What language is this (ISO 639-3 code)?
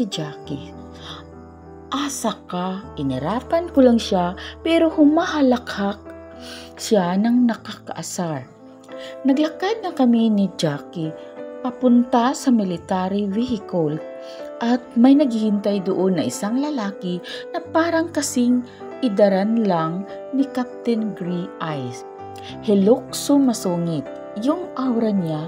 fil